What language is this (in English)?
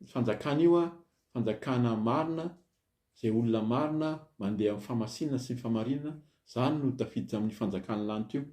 Malagasy